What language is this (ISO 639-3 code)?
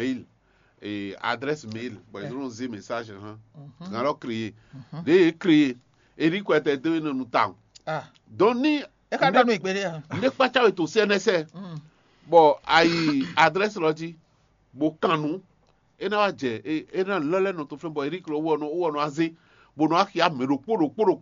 fon